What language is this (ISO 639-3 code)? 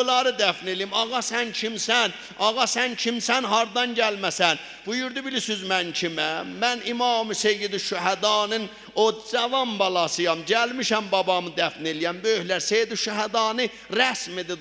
azb